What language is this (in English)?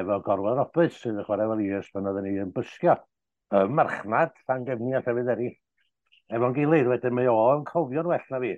Welsh